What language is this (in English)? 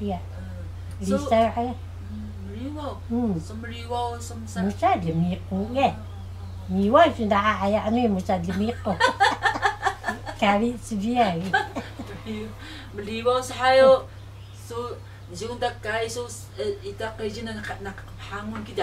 Taroko